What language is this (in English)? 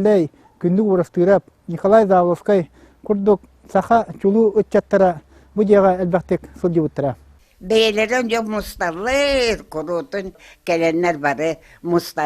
Yakut